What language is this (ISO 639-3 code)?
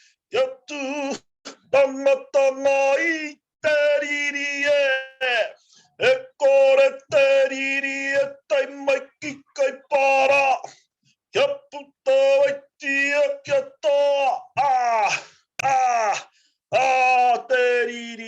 mri